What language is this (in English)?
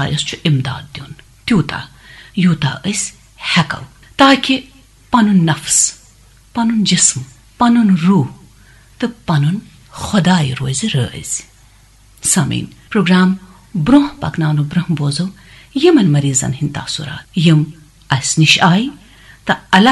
Kashmiri